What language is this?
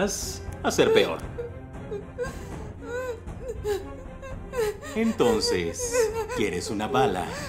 Spanish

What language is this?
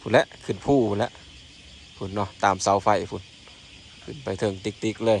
Lao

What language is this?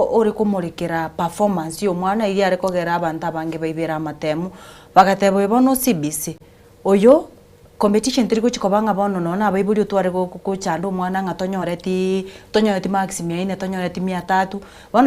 Gusii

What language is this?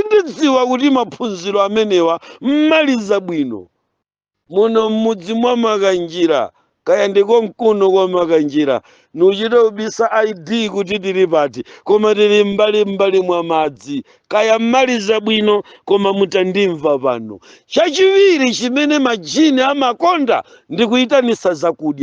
Nyanja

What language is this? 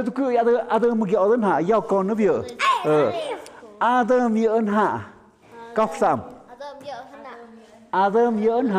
Tlahuitoltepec Mixe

